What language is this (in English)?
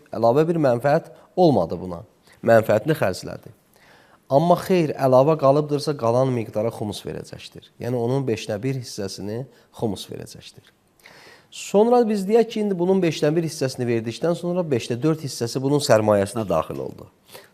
Azerbaijani